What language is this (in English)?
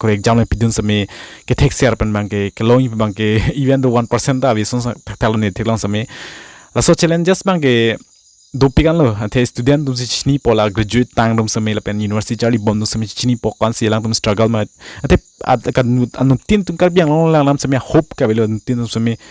Karbi